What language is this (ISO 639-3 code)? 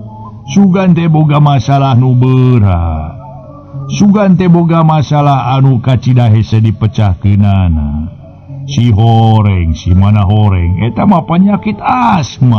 sun